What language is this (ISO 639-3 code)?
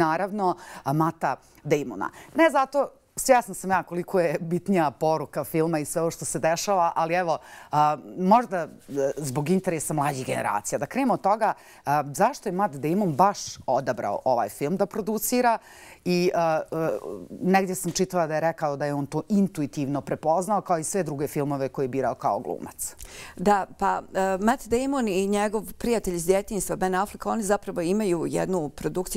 bos